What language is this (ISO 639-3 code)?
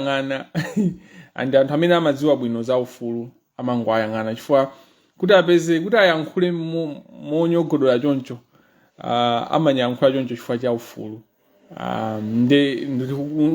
nya